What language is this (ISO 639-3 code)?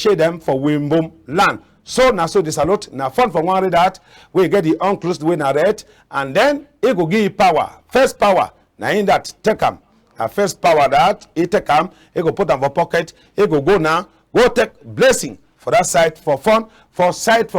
wes